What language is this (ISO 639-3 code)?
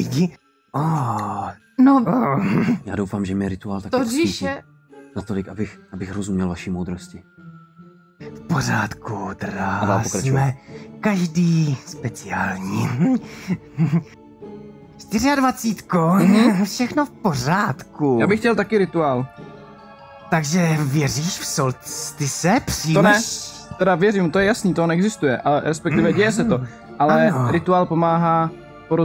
ces